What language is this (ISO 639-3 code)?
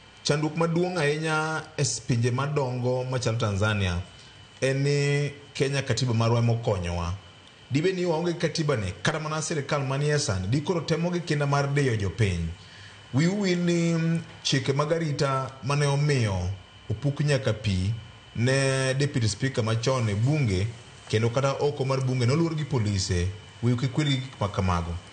luo